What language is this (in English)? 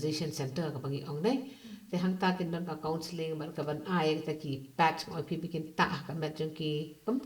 Khasi